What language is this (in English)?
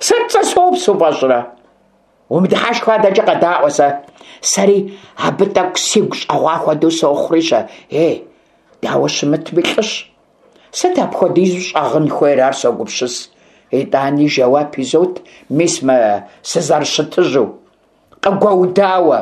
Kabardian